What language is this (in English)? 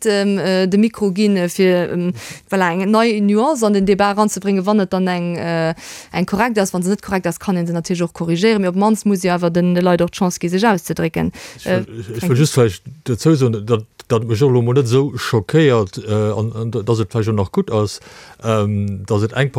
Luxembourgish